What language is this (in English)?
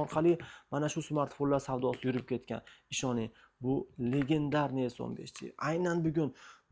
Uzbek